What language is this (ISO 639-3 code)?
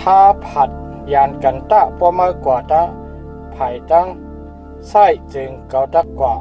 shn